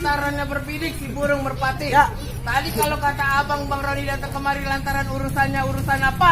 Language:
Betawi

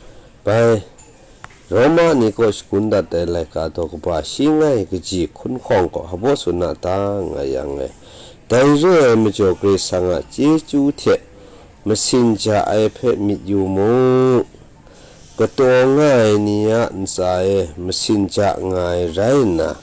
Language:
Kachin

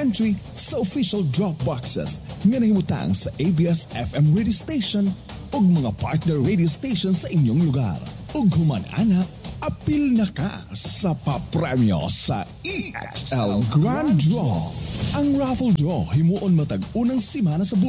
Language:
Cebuano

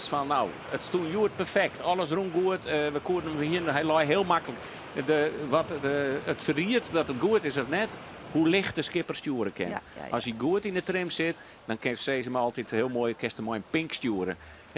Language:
Western Frisian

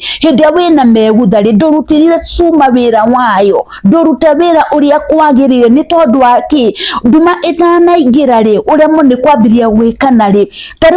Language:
Kikuyu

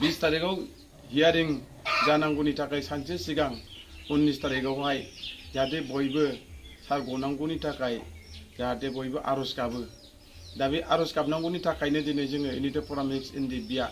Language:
Bodo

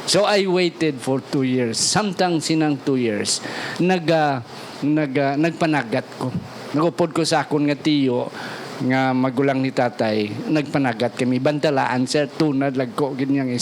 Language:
Hiligaynon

